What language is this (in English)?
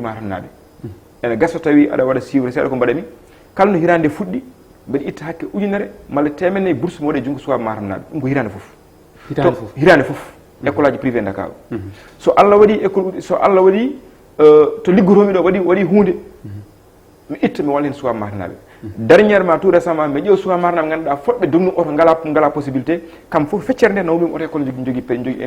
Fula